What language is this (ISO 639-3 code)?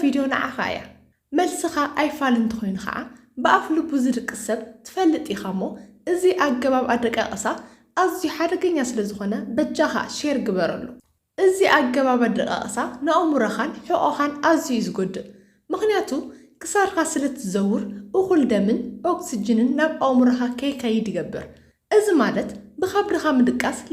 tir